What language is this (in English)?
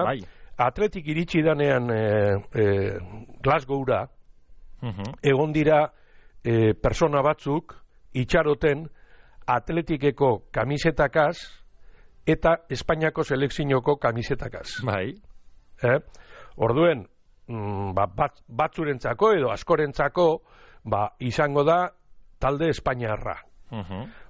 Basque